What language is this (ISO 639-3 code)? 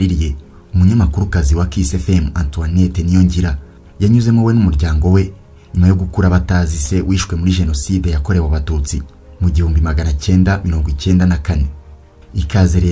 kin